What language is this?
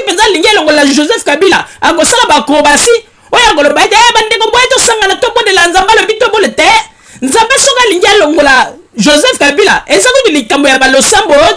Lingala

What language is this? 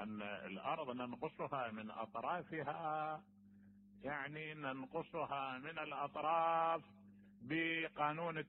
Mesopotamian Arabic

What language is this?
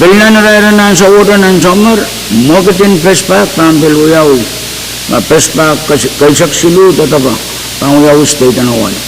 Pohnpeian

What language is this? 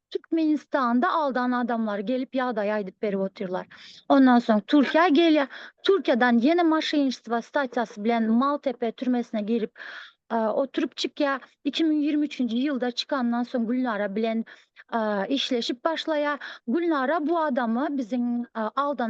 Turkmen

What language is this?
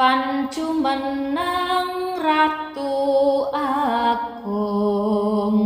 Javanese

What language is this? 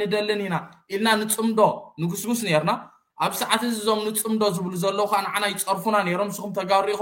Tigrinya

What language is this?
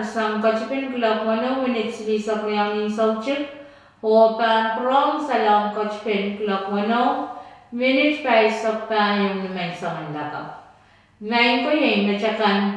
Pohnpeian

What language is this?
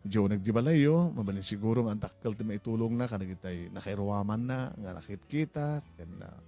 Iloko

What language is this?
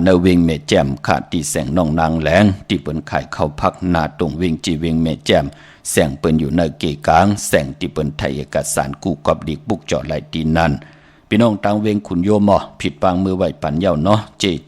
Shan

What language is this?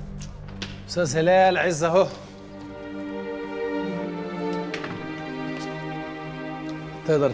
Egyptian Arabic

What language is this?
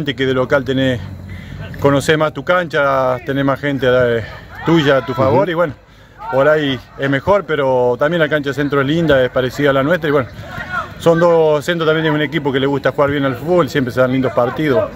Spanish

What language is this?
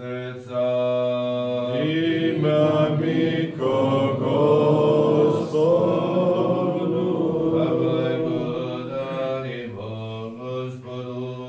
Serbian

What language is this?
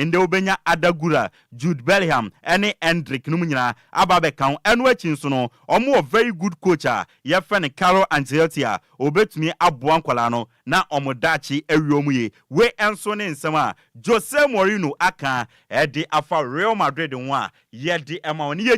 Akan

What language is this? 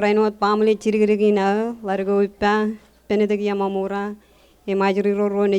Marshallese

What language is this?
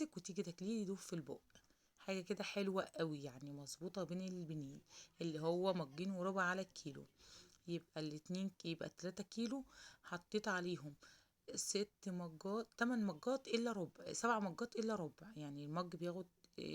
Egyptian Arabic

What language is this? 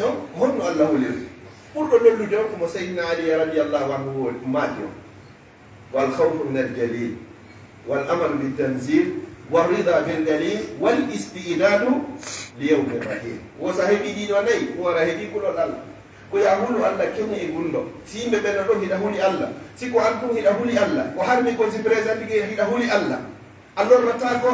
Fula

